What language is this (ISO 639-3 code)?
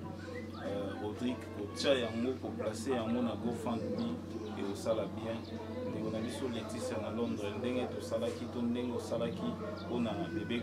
lin